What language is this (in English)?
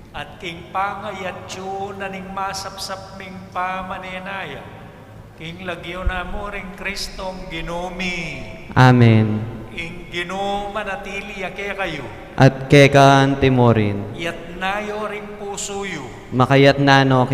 Pampanga